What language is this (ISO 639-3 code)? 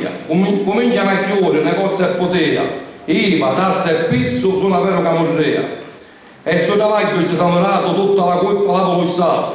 scn